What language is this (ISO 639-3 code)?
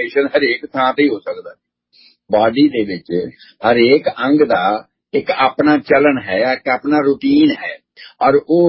pan